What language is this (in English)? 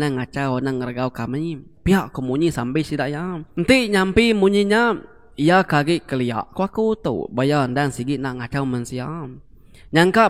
Iban